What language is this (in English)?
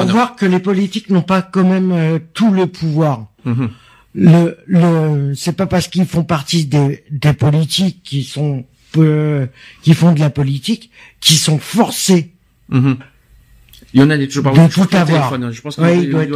French